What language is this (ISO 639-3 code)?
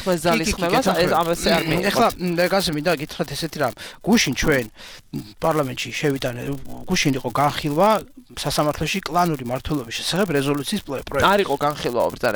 kat